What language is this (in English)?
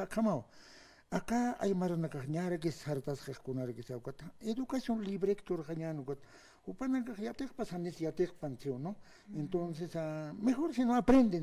Aymara